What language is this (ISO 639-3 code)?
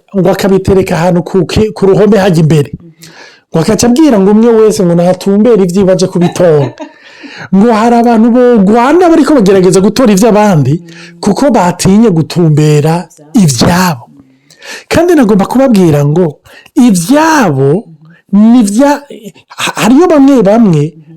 run